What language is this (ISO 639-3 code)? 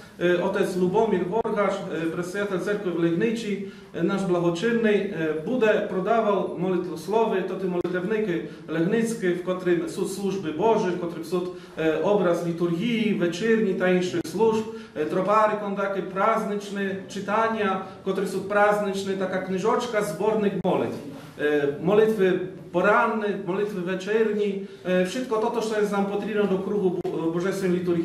rue